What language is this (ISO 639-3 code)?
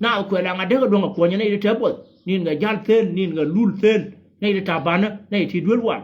nus